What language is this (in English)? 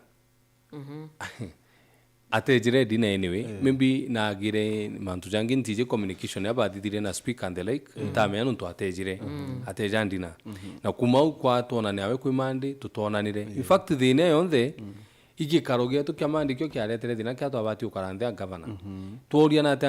Meru